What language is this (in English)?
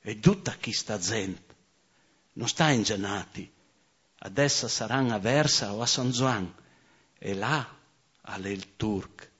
Friulian